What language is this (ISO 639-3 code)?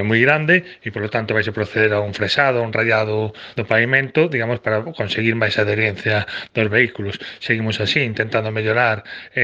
glg